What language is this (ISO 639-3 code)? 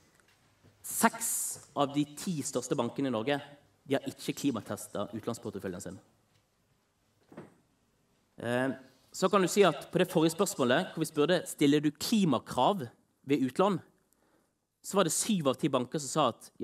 nor